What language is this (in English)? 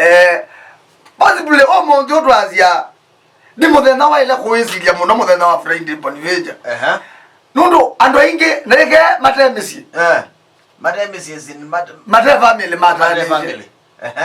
Kamba